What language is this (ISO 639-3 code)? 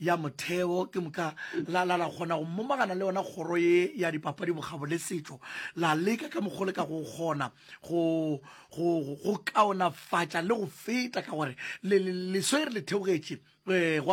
nso